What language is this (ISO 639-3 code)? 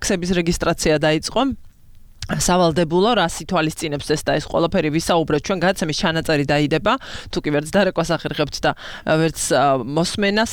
kat